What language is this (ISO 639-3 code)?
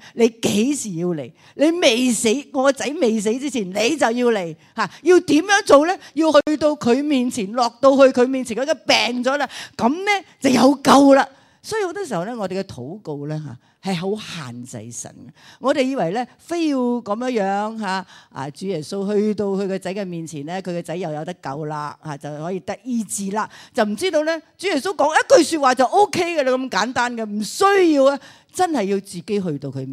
yue